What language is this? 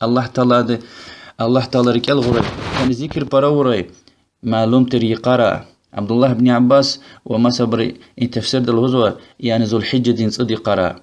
Lezghian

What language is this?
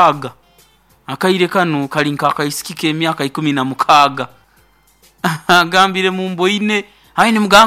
Nyoro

